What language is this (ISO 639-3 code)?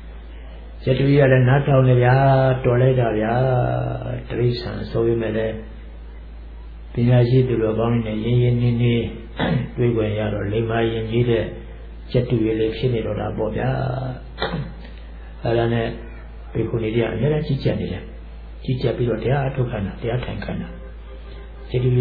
mya